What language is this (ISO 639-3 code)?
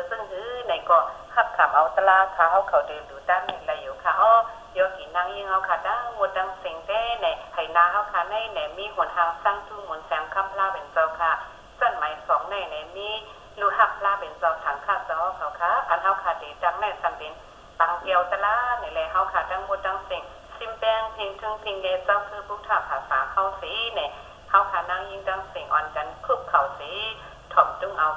shn